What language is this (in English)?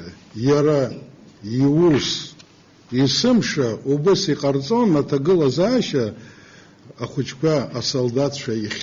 Abkhazian